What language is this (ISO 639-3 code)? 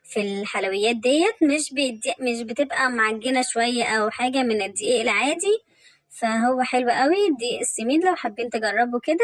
arz